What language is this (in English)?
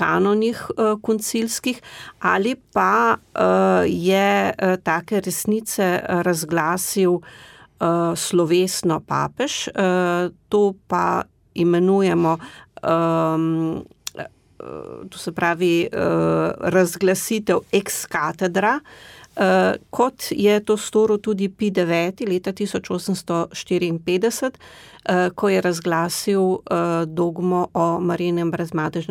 Slovenian